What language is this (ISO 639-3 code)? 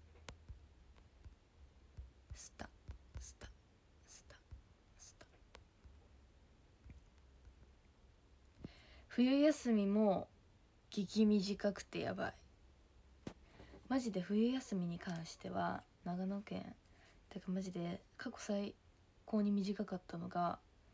jpn